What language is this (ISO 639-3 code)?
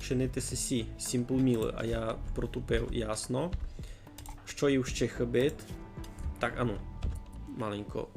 rue